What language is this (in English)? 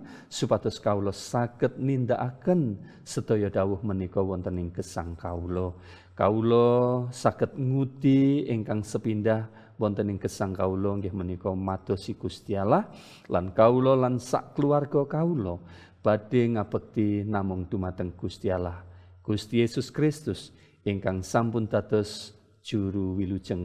Javanese